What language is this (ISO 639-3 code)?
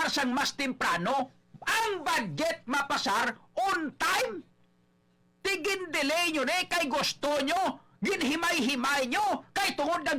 hil